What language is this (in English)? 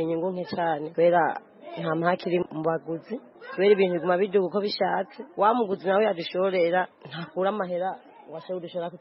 Kinyarwanda